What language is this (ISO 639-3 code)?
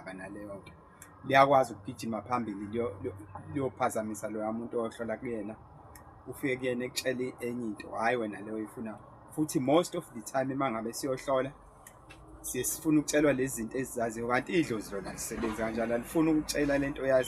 zul